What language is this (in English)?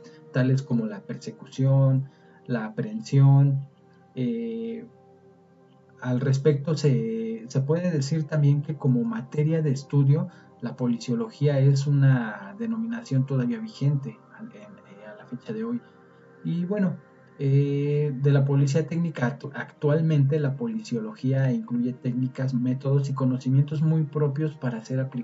Spanish